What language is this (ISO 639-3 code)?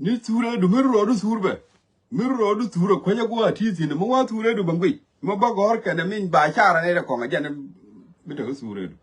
nus